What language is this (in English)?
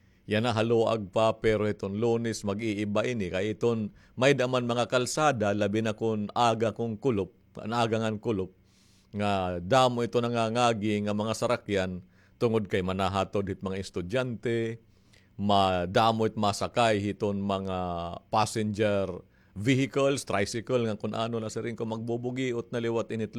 Waray